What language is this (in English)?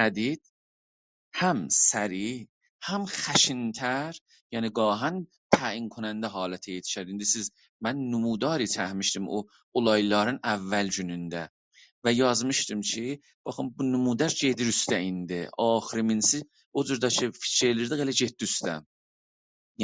South Azerbaijani